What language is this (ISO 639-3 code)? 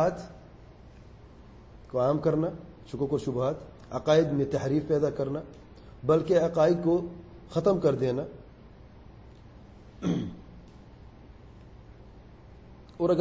urd